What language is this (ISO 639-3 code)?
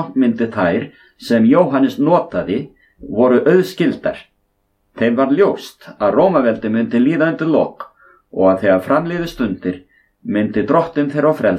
isl